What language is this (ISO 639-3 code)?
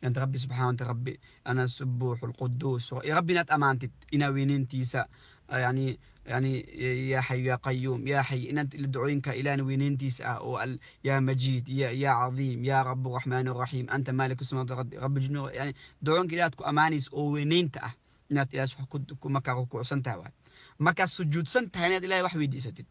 som